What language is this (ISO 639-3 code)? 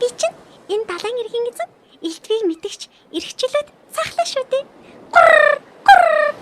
mon